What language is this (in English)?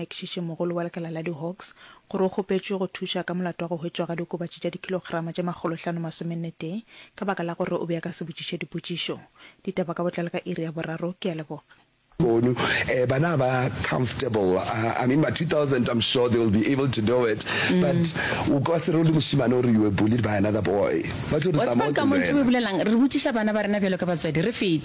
Northern Sotho